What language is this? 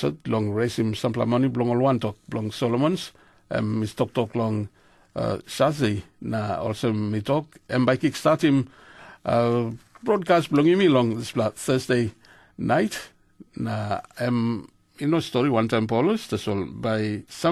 Tok Pisin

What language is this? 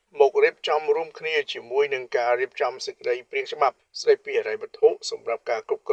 Khmer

